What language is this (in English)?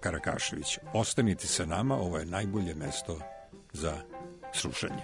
Serbian